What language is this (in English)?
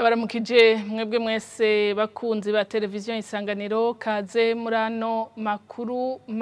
Rundi